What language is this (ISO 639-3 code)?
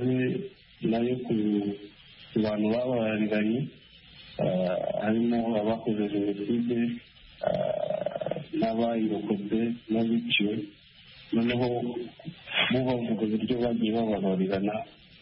kin